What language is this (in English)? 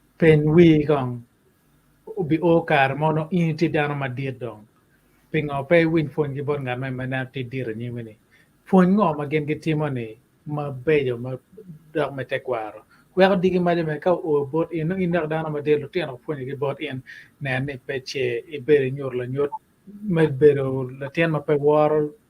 Acoli